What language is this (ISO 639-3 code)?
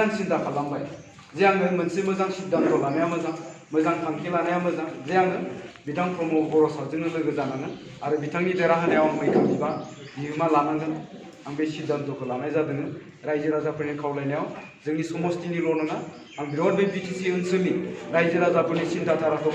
brx